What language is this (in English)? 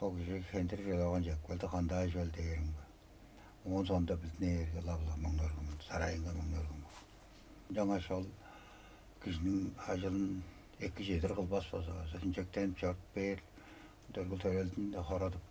Tuvinian